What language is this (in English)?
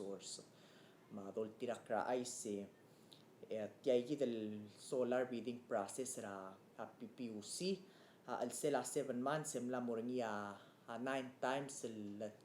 Palauan